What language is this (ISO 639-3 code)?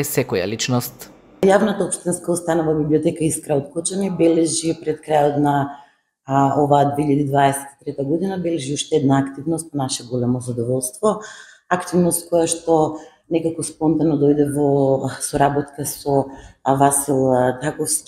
mkd